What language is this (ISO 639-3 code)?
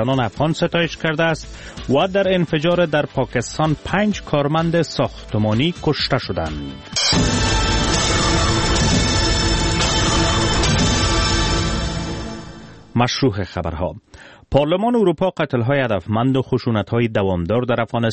fas